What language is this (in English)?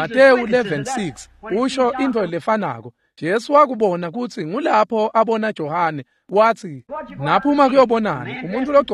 Swati